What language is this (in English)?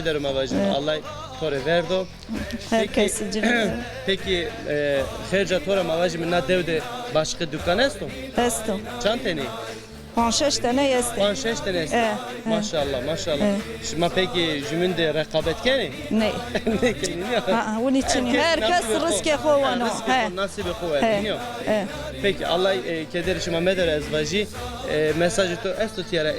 Zaza